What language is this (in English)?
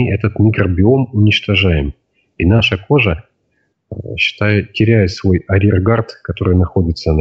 Russian